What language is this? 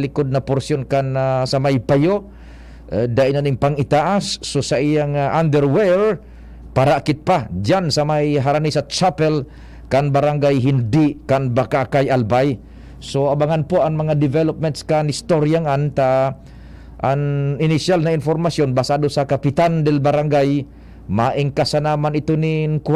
Bikol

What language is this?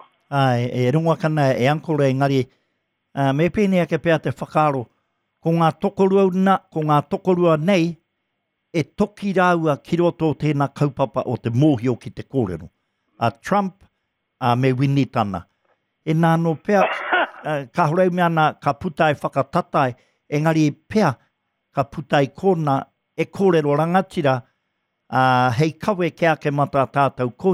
Māori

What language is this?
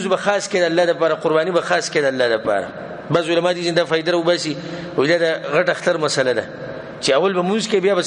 Pashto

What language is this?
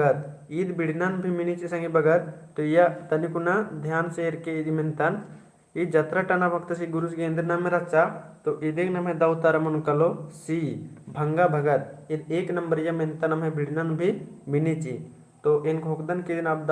Kurukh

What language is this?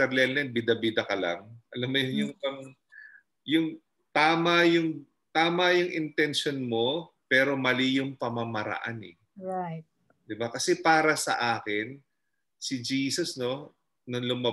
Filipino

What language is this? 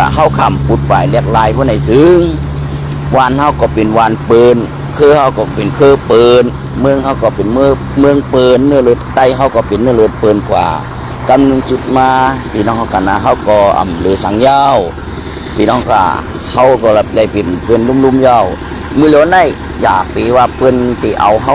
Shan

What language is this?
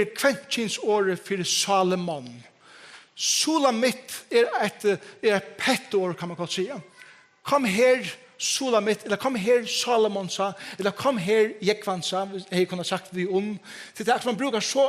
Faroese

